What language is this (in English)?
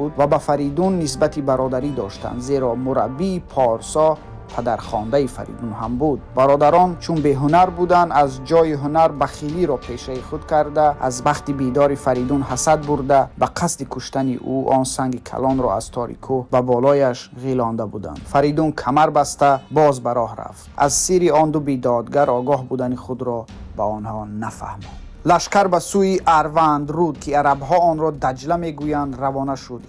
Tajik